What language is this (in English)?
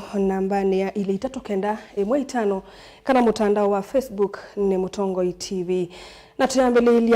Kamba